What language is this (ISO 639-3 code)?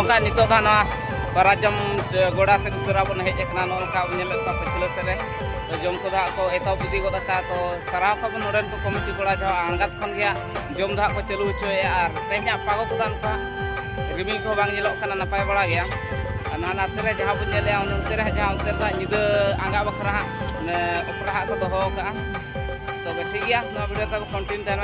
sat